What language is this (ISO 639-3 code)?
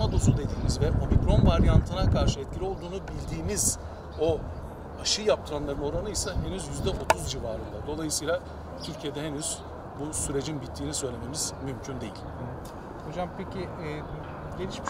tur